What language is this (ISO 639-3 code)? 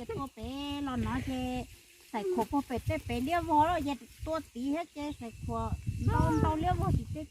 hmn